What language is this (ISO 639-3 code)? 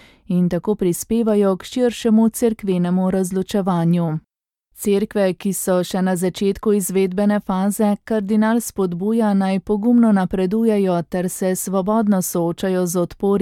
slv